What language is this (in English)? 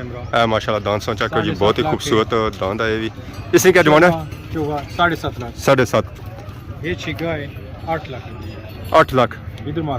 Pahari-Potwari